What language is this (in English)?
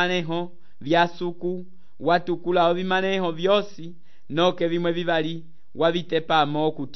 Umbundu